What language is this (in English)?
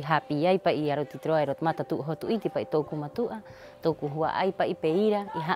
Rapanui